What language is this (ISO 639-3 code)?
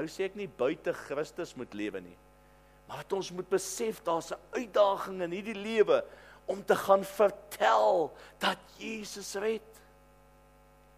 afr